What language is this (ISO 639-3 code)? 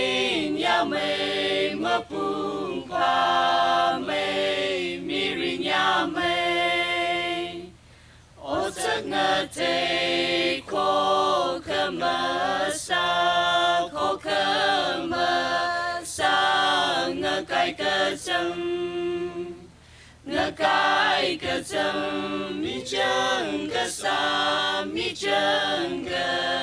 nmf